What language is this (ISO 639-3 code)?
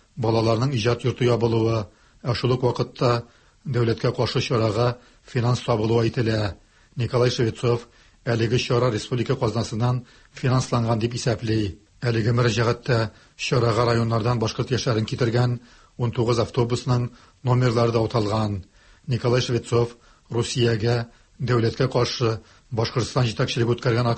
tat